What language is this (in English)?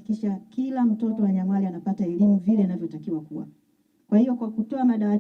Swahili